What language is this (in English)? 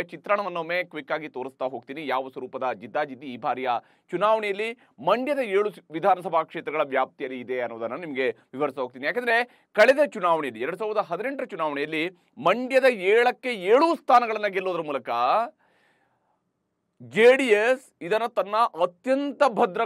Kannada